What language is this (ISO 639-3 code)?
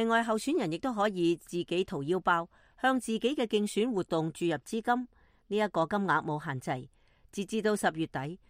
yue